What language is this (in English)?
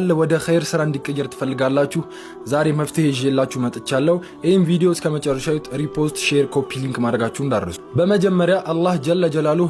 Amharic